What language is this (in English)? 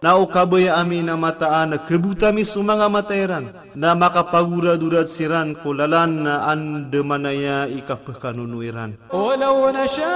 Maranao